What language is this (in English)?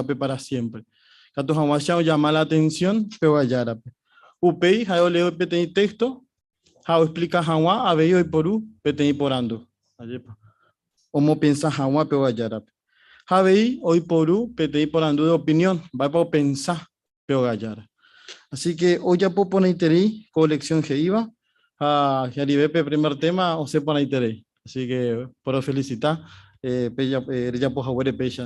Guarani